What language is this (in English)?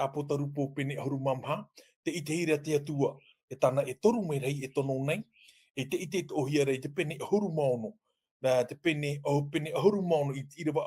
Tahitian